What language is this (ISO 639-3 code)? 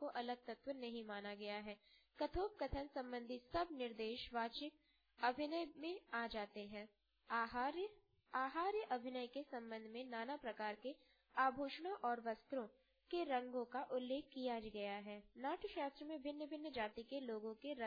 hin